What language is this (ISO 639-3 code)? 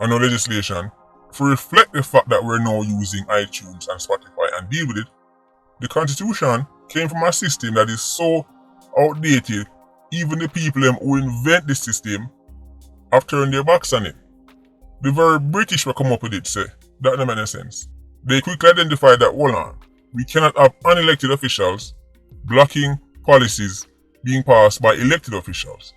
jam